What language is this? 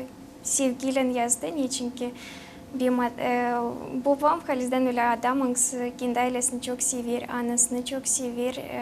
Gagauz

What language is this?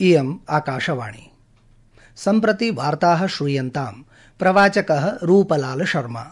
Sanskrit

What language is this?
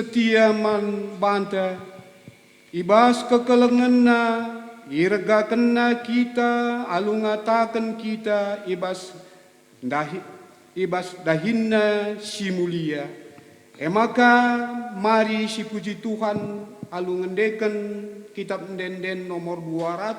Batak Karo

